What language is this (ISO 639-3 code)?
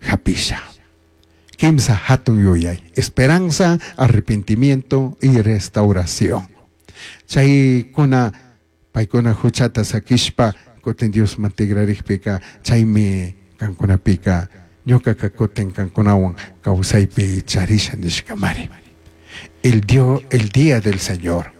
qug